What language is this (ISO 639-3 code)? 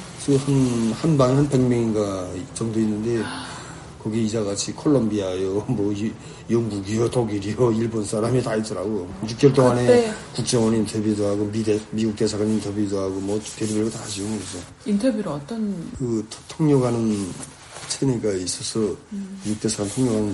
kor